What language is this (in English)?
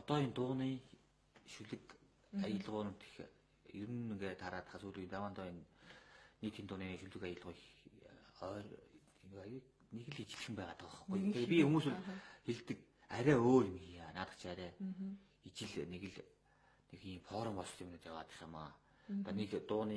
Mongolian